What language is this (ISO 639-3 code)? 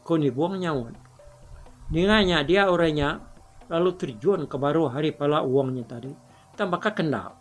iba